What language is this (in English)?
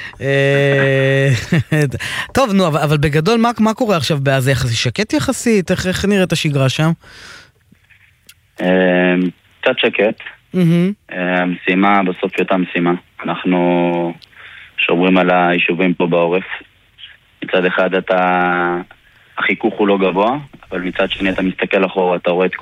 Hebrew